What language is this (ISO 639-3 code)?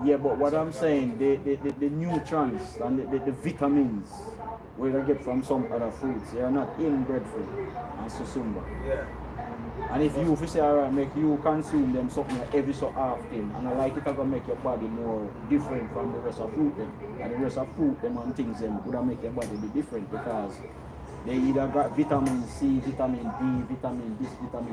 jam